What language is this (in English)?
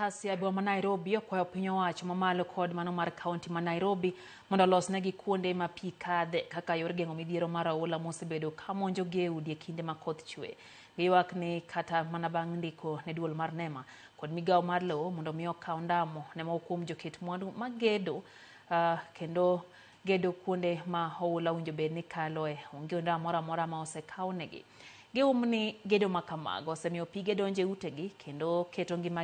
Luo (Kenya and Tanzania)